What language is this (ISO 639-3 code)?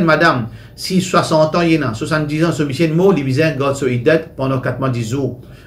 mfe